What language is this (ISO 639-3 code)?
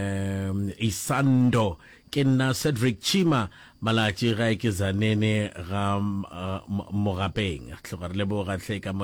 nso